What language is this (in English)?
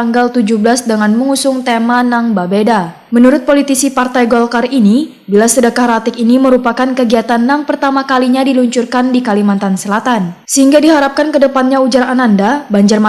Banjar